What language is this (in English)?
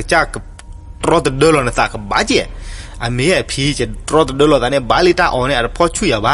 S'gaw Karen